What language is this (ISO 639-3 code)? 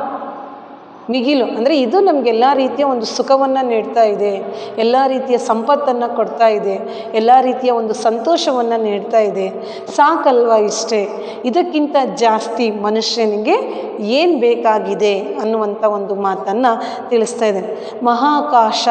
kan